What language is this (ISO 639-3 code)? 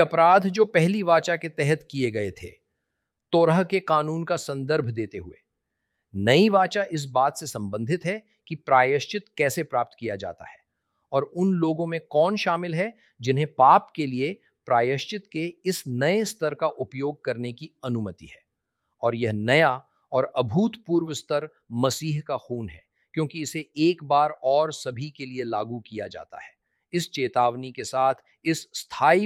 hin